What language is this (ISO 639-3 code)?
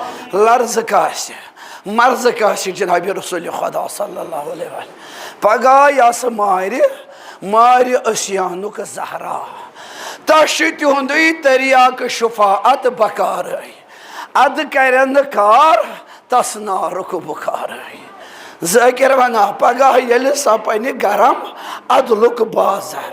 kas